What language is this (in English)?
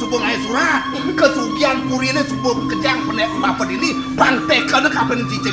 Balinese